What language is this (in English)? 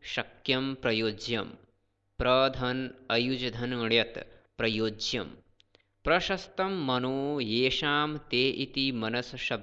Sanskrit